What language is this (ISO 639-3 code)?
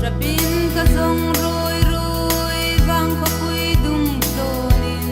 hmr